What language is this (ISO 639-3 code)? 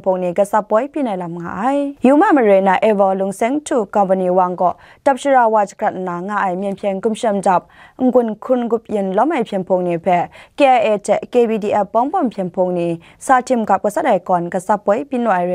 kac